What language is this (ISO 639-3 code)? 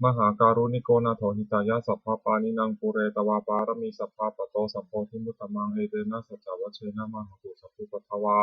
pli